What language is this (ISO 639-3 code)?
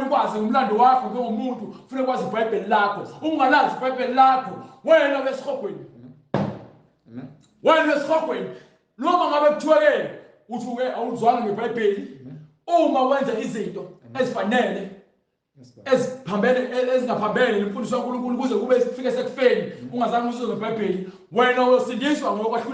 zul